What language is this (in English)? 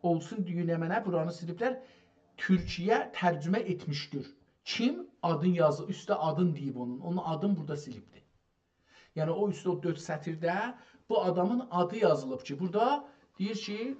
South Azerbaijani